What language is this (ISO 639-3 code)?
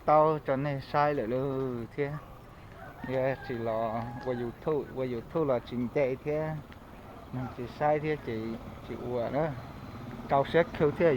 hmn